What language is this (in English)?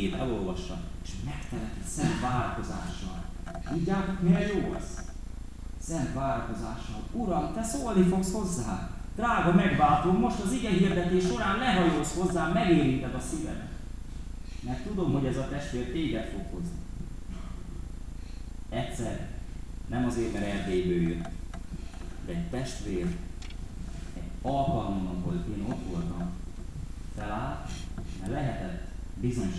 Hungarian